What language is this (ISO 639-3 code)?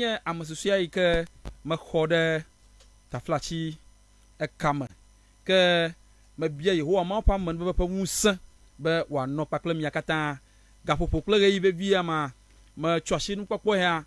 ewe